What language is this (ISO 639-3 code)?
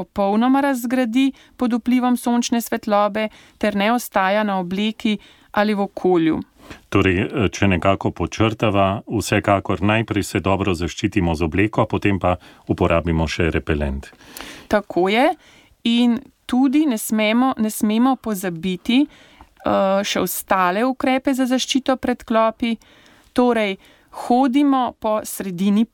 slv